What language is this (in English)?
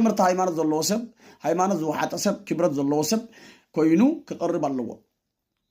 Tigrinya